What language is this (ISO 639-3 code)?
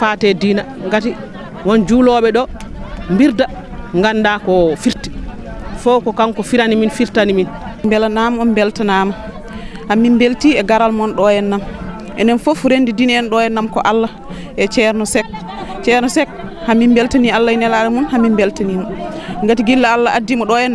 ful